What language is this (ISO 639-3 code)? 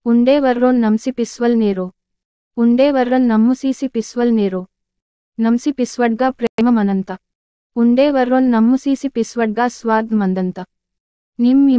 gon